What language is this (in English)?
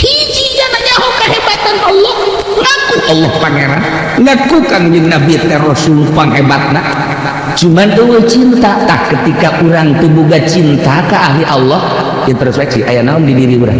Sundanese